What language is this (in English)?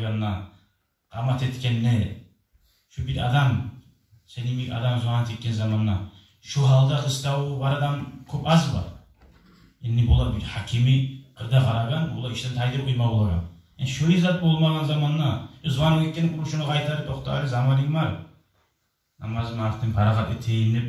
Kumyk